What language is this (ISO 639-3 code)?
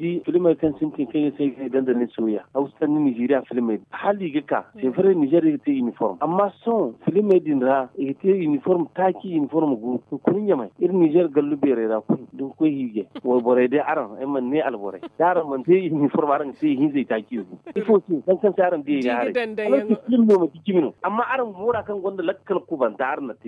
dje